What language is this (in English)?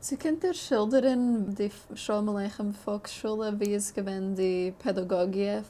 Yiddish